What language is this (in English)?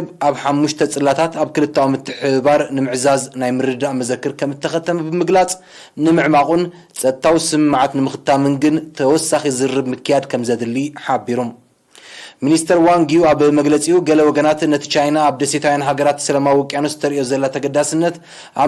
Tigrinya